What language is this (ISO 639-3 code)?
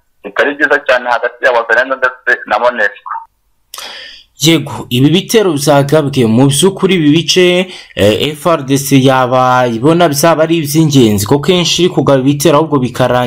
kin